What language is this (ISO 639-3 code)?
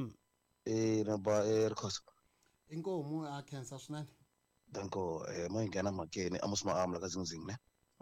tso